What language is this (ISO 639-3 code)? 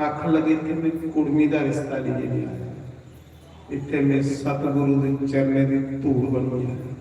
doi